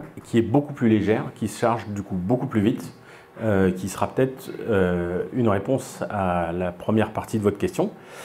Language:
French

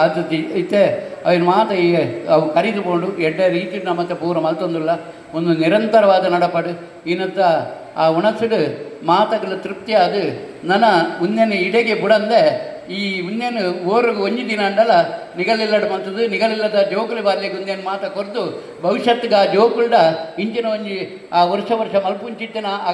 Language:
Tulu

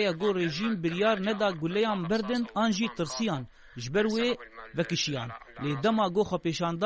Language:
Kurdish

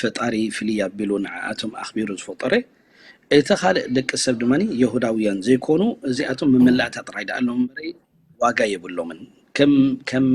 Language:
Tigrinya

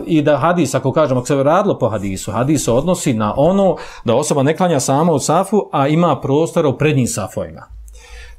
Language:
Bosnian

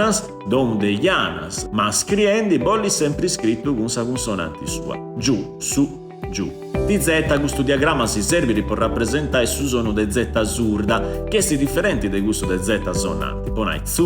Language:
Sardinian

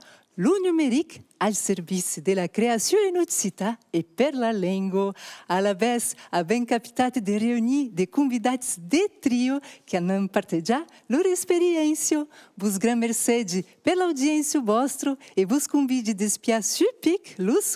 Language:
Occitan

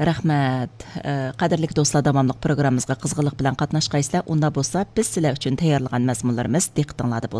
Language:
Uyghur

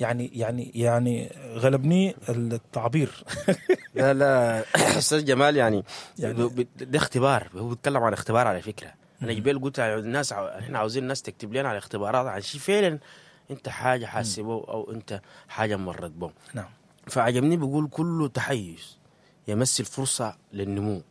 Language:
Sudanese Arabic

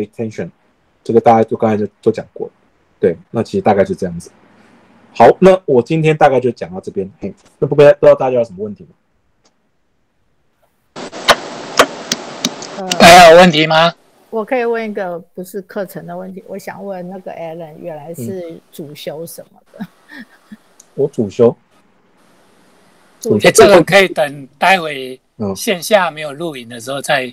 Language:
Chinese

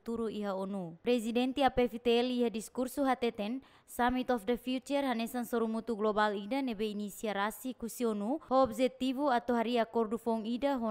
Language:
Tetum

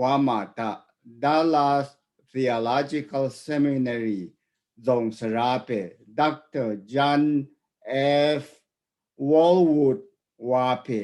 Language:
Rawang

